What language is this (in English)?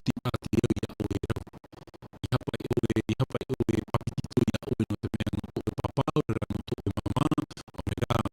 Tahitian